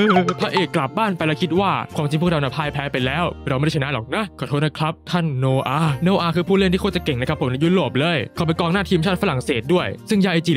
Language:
Thai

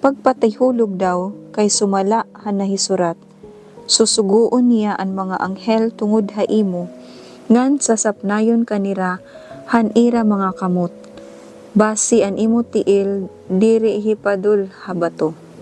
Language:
Waray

